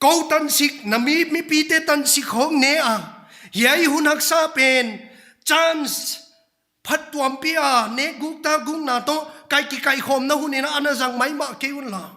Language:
Paite Chin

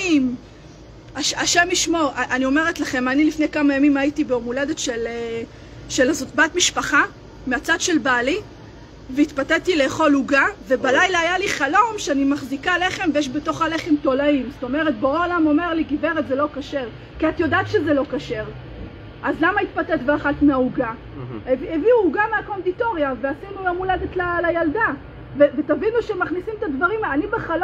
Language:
Hebrew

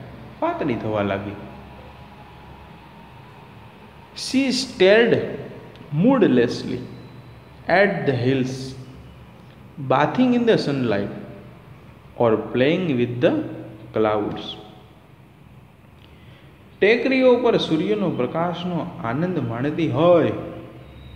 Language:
Gujarati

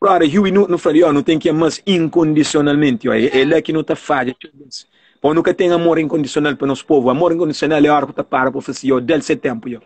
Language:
Kabuverdianu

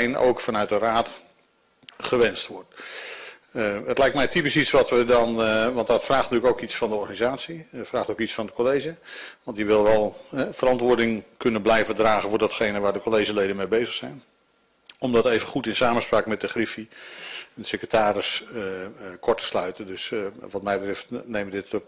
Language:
Dutch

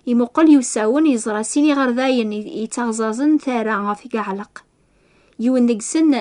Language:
Kabyle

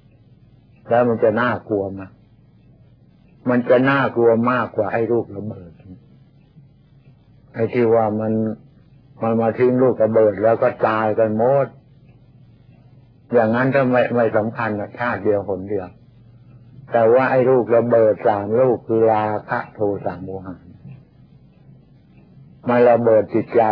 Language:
Thai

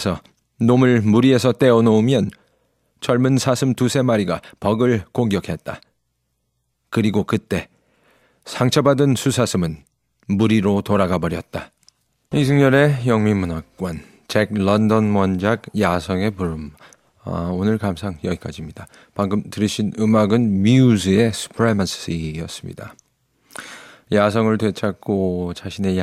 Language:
Korean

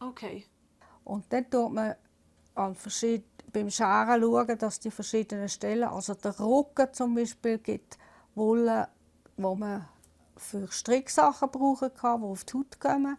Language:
Romansh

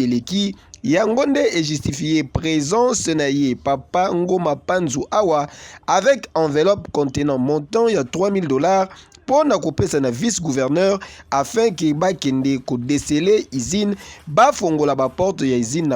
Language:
Lingala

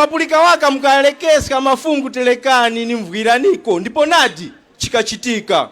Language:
Tumbuka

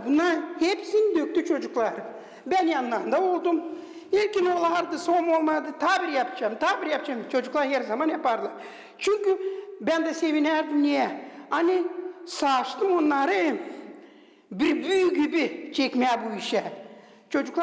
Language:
Gagauz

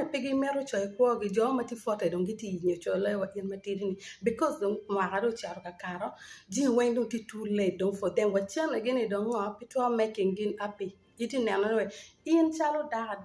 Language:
Acoli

